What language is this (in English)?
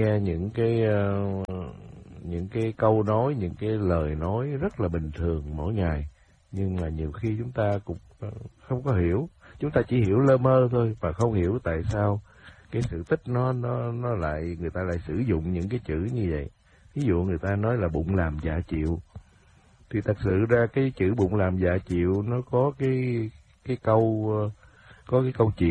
Vietnamese